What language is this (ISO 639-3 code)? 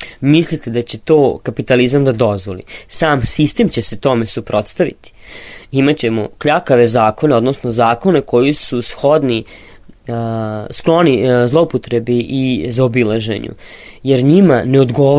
srp